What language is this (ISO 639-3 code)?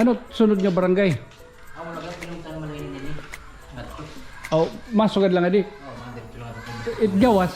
war